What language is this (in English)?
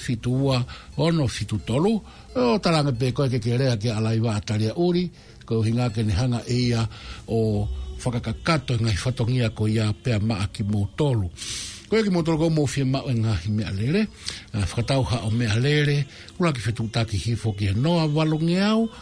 Tongan